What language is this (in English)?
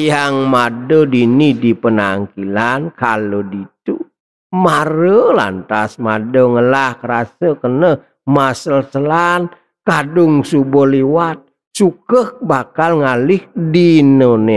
Balinese